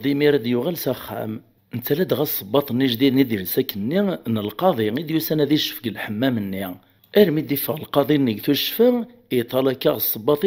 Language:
Kabyle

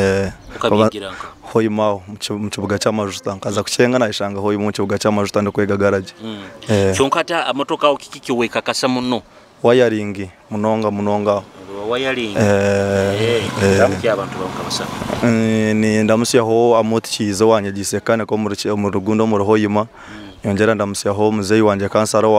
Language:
Nyoro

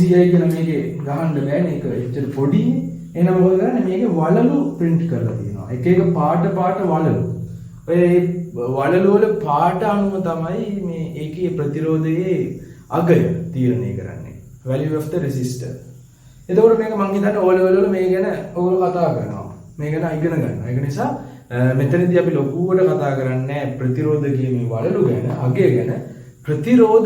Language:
Sinhala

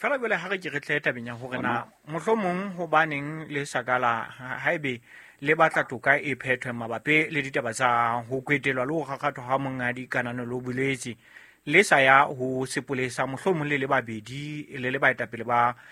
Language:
Southern Sotho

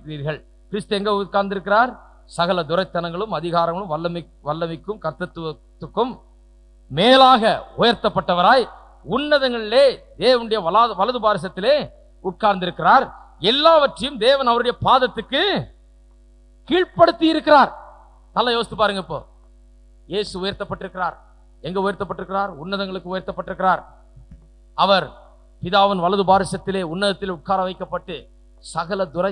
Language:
Tamil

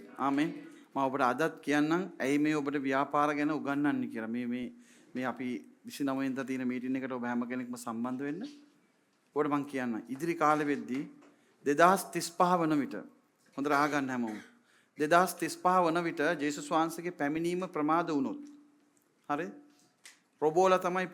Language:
Sinhala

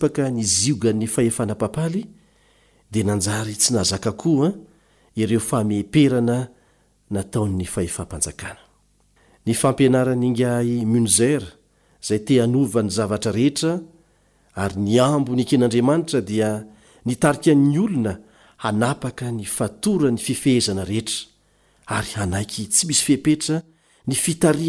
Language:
Malagasy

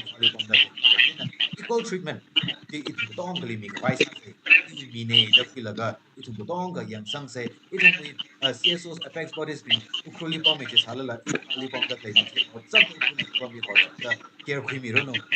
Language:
Tangkhul Naga (India)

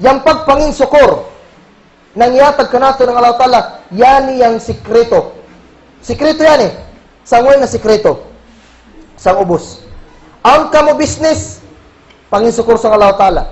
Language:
Kagan Kalagan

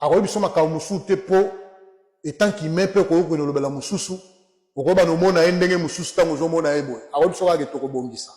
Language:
Lingala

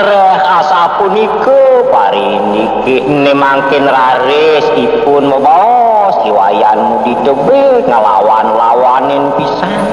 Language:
Balinese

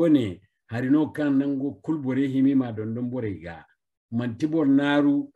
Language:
Zarma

